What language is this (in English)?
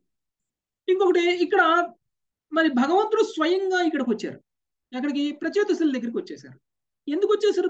Telugu